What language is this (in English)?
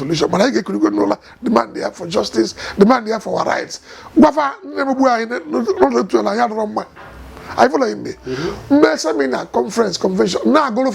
Igbo